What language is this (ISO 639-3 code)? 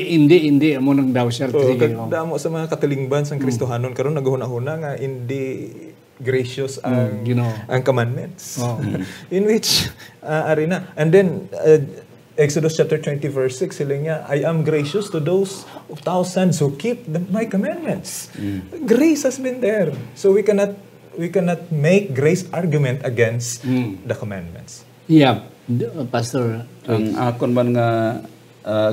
hil